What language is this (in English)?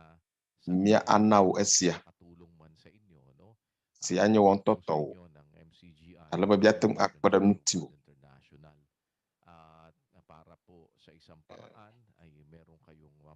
Ewe